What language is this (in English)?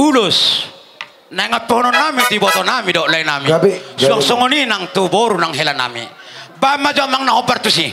Batak Toba